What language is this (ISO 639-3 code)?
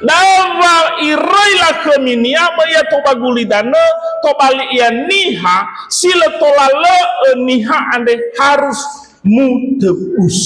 nia